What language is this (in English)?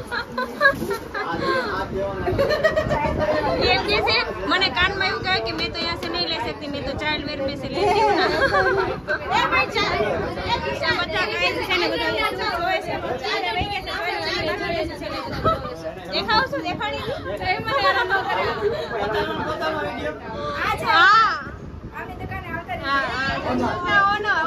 Gujarati